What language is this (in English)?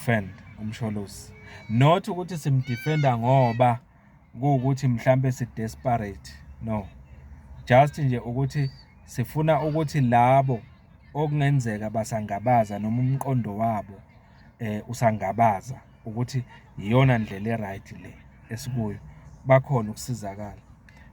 Zulu